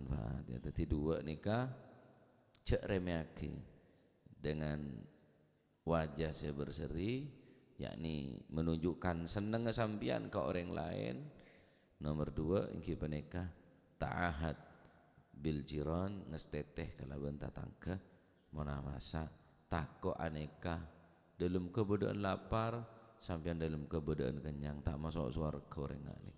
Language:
Madurese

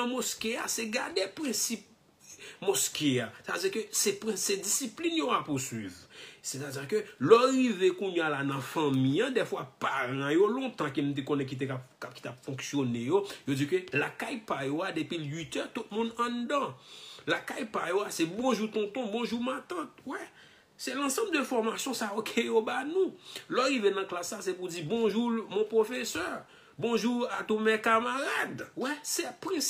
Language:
Haitian Creole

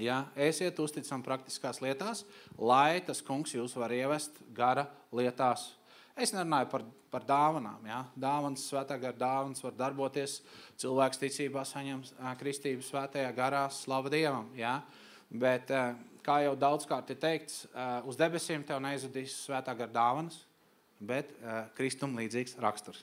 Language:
Latvian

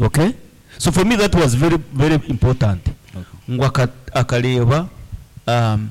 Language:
Nyoro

